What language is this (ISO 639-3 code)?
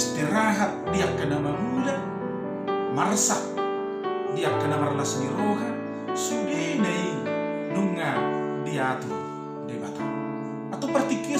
bbc